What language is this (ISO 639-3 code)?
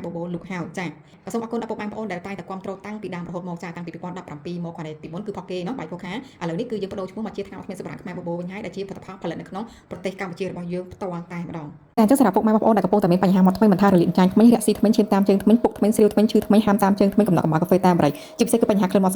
khm